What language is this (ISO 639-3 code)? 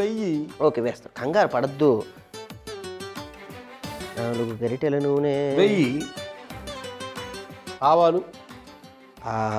tel